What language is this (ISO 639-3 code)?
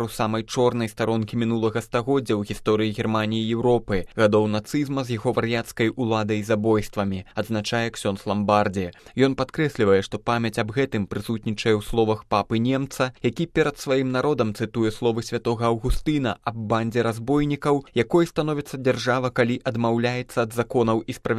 bel